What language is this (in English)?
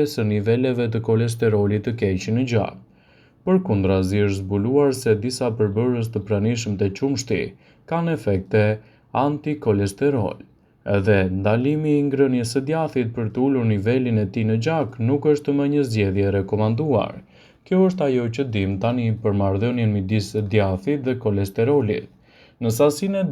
Albanian